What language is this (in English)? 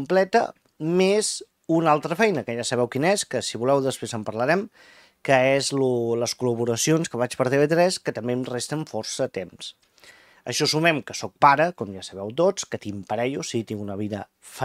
Catalan